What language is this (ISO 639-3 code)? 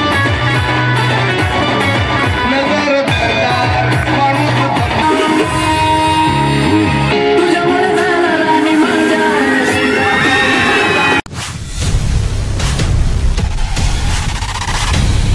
mar